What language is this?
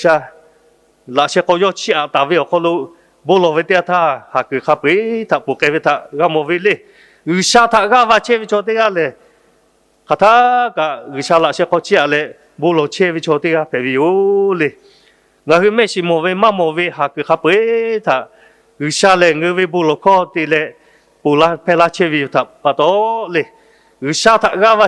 Lahu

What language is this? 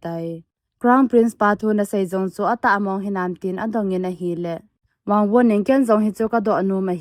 Thado Chin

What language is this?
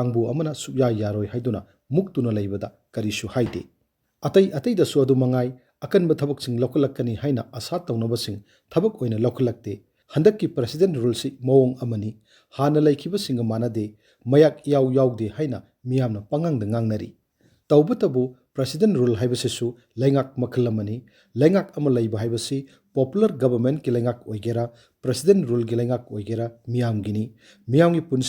Manipuri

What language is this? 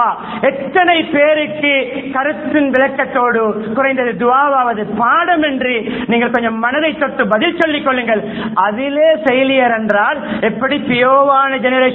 Tamil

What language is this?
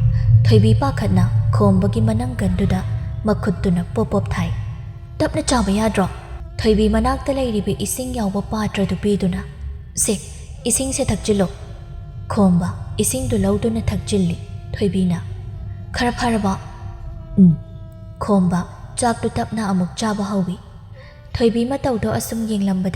Manipuri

